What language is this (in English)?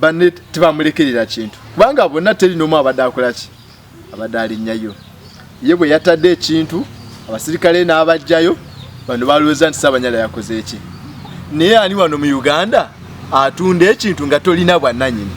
Ganda